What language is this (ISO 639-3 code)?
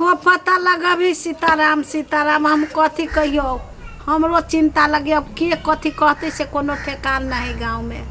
mai